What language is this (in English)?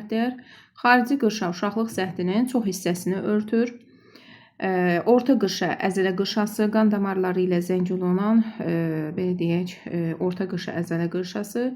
Azerbaijani